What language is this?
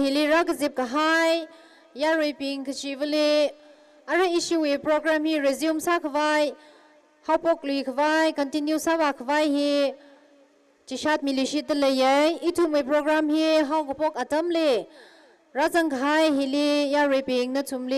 Tangkhul Naga (India)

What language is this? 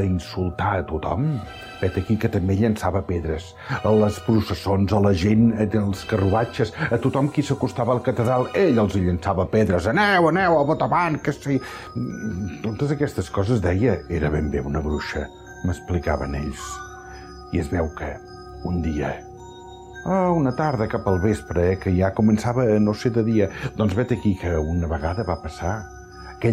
Catalan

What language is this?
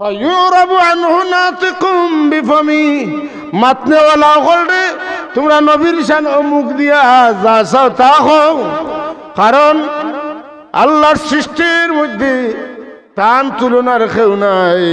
Sylheti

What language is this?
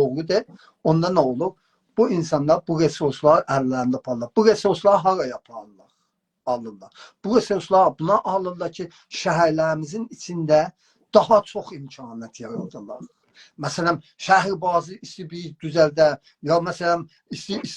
South Azerbaijani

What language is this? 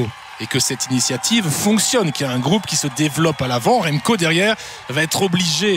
French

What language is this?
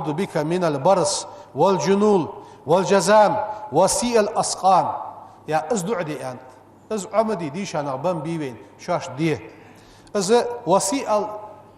Ingush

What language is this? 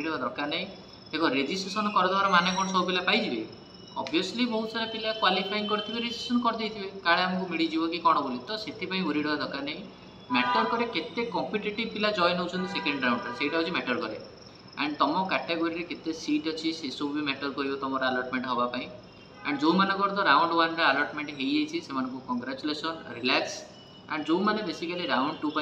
Odia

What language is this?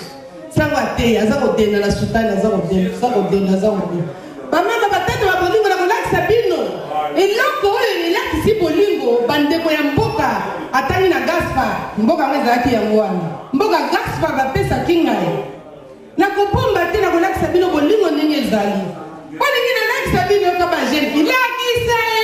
Lingala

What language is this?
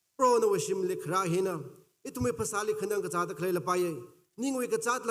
Tangkhul Naga (India)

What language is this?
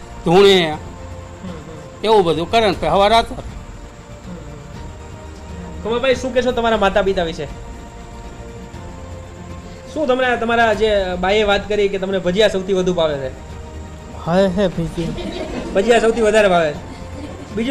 Gujarati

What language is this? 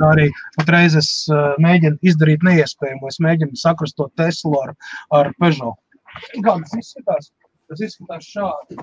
Latvian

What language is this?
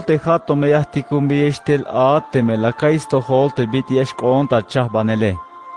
Tzeltal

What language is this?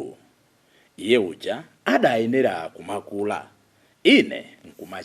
Nyanja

